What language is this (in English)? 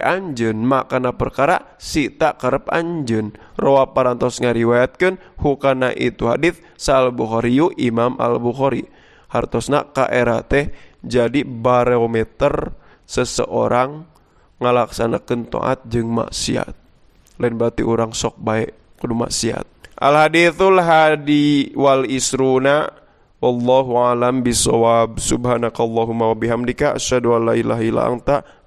Sundanese